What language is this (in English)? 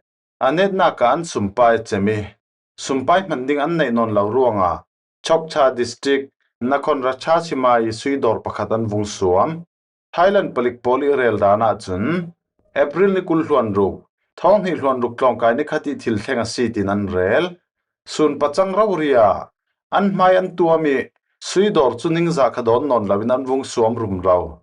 Falam Chin